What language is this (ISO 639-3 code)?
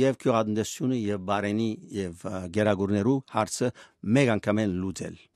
hye